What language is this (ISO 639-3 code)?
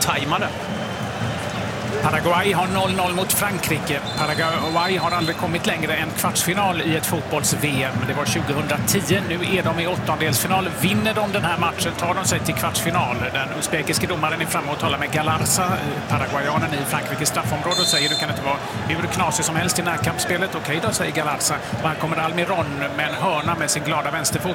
swe